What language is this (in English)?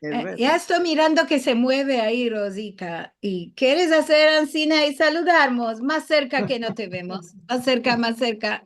Ladino